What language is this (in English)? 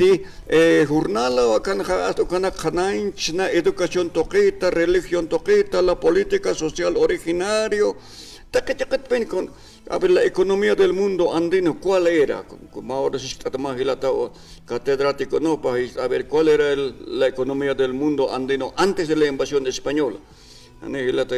Aymara